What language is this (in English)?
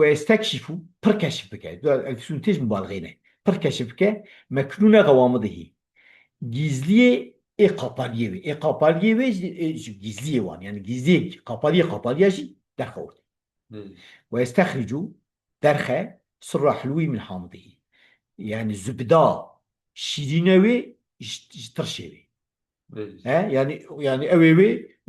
Kurdish